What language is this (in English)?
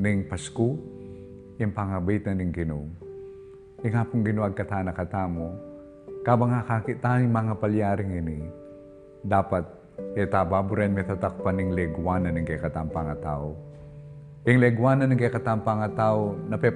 Pampanga